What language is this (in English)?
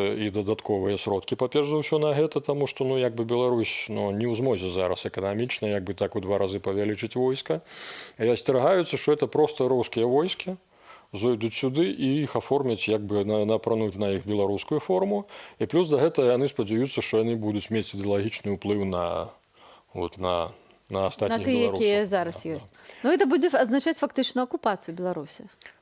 Belarusian